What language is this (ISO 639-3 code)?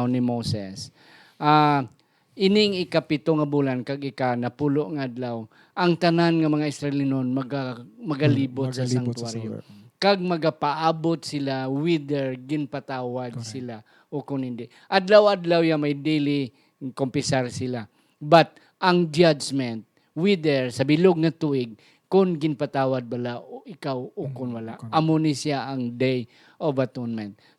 hil